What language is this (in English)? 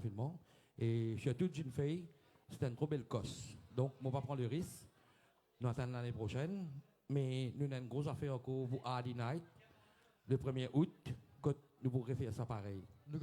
Morisyen